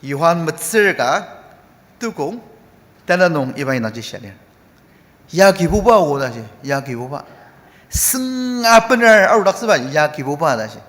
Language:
Ao Naga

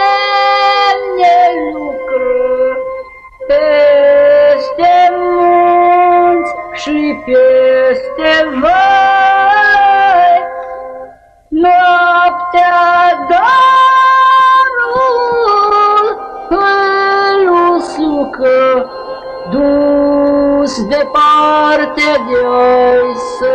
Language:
Romanian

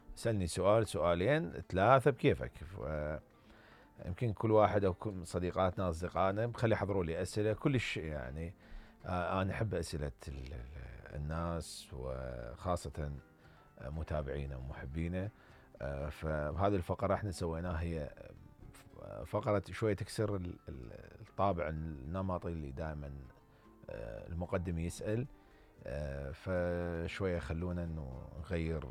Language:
Mesopotamian Arabic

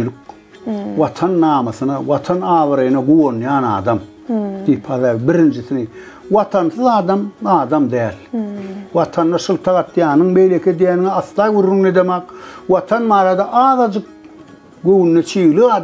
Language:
Turkmen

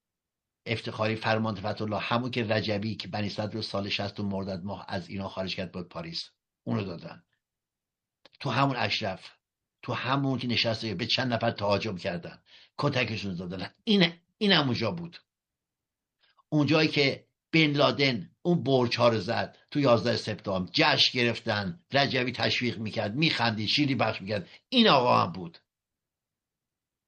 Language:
Persian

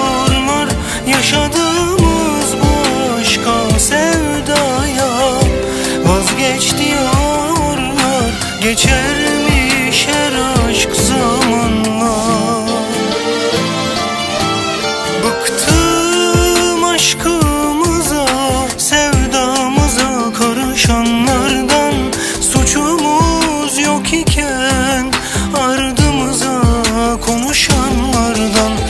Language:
Turkish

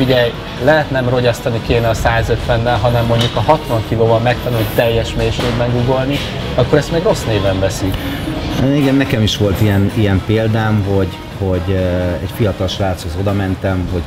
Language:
Hungarian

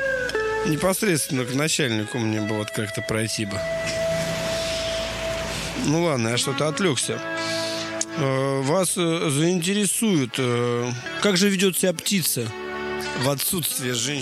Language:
Russian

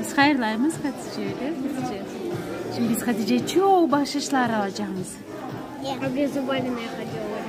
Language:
Crimean Tatar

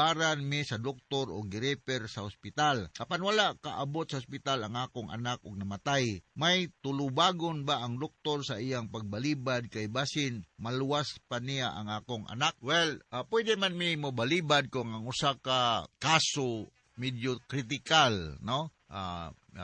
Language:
Cebuano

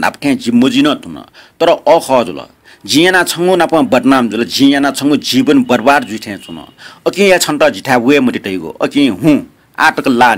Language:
Newari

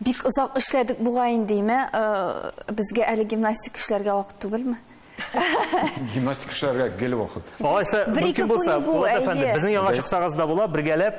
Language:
Tatar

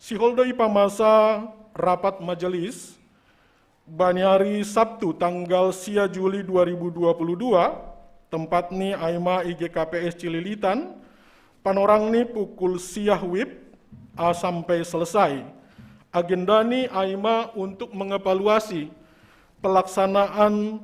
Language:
Batak Simalungun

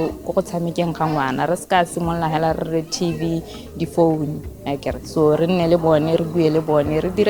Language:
Tswana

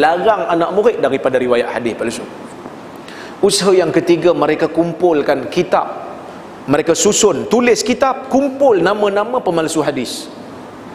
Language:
Malay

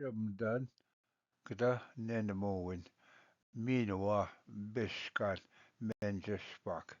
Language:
Ojibwa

